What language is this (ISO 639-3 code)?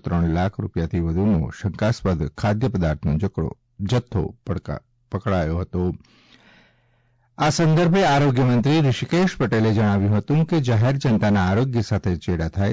guj